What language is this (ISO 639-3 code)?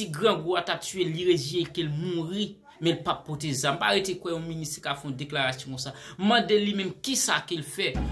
hat